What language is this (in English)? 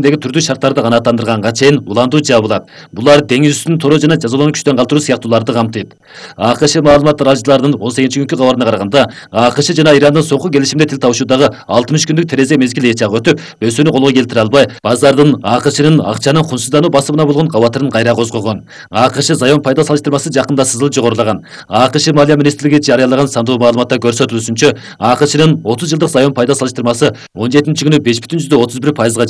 Kyrgyz